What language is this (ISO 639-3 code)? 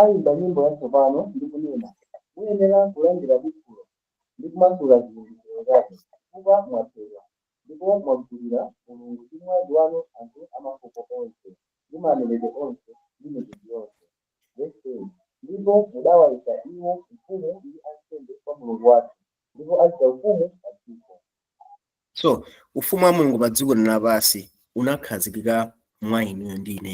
nya